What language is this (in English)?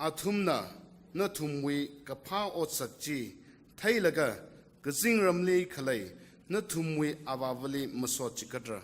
Tangkhul Naga (India)